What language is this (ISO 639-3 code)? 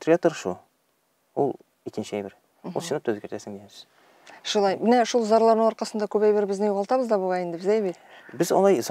tat